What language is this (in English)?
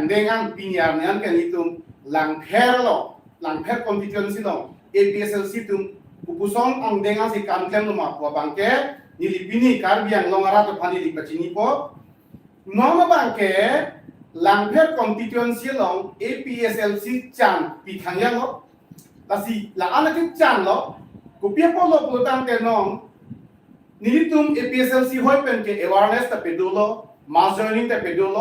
Karbi